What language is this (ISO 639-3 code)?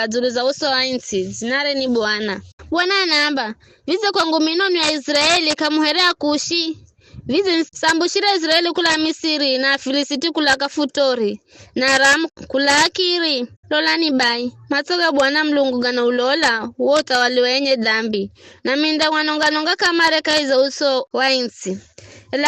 nyf